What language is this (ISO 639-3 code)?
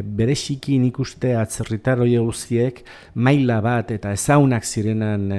eus